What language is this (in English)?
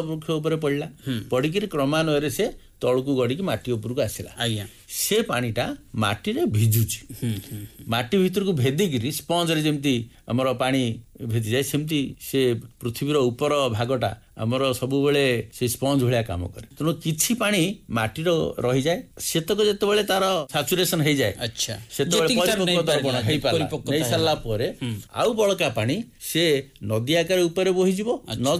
Odia